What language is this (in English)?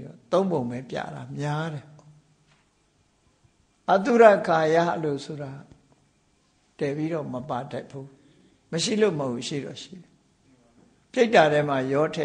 Burmese